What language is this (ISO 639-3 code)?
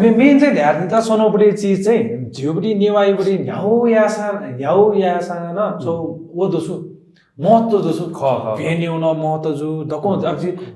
new